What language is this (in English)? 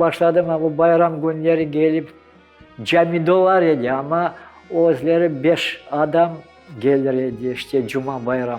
Crimean Tatar